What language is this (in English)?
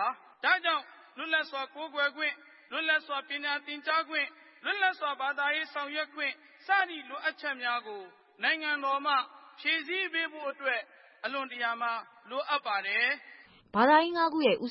Burmese